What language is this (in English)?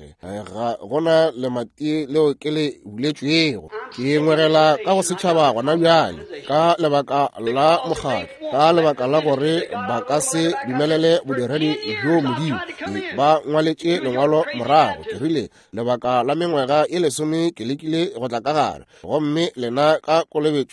Northern Sotho